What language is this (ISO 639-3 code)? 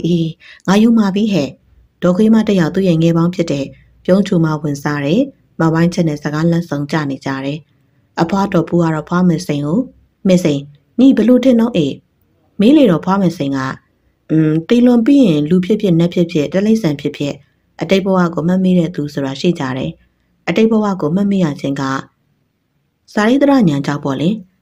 mya